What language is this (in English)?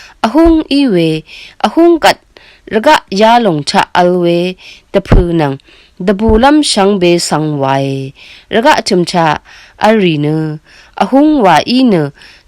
Rawang